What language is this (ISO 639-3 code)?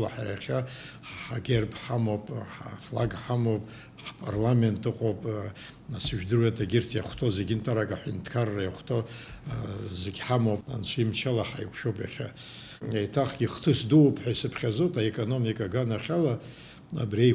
abk